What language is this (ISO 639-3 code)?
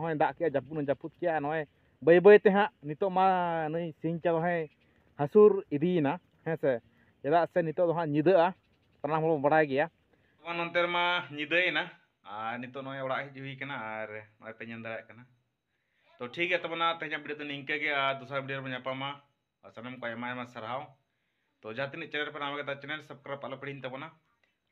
sat